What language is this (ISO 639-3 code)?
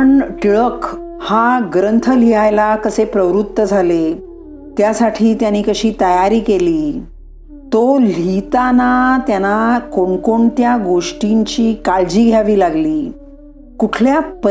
mar